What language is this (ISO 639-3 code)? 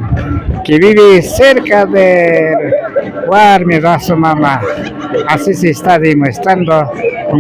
qvi